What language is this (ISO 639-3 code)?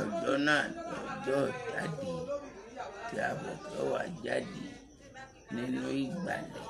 yor